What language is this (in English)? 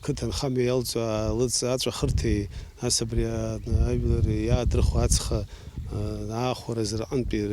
Abkhazian